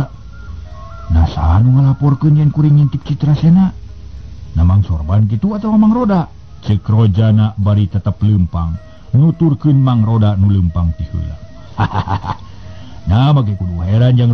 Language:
Sundanese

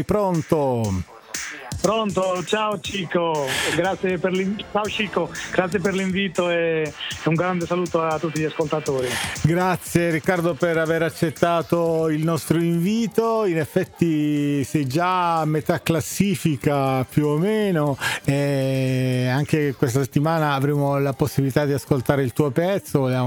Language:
Italian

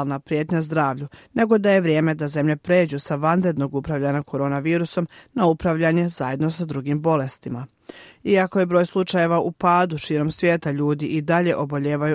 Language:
Bosnian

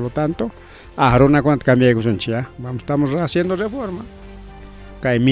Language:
Ayacucho Quechua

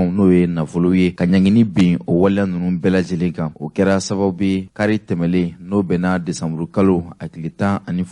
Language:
Bambara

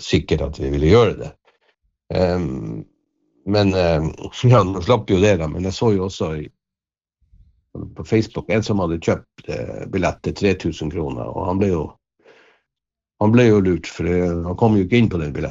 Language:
Norwegian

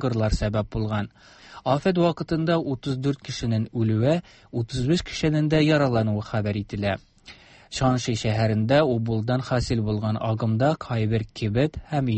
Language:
Tatar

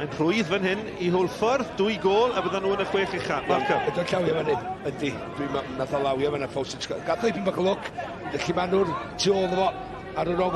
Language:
Welsh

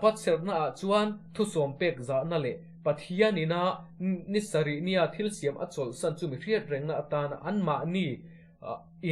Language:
Mizo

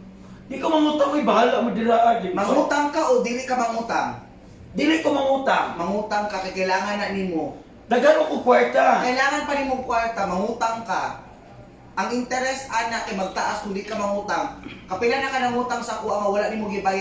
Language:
Cebuano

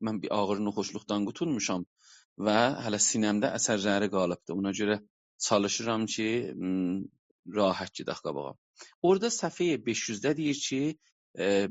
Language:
South Azerbaijani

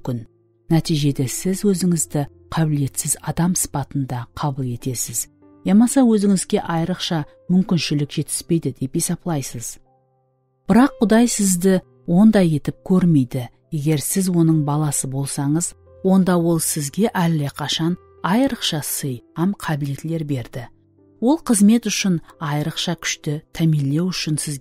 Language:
Kara-Kalpak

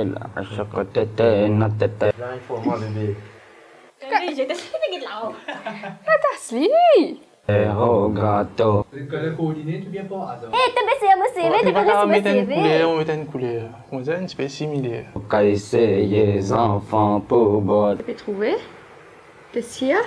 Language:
Morisyen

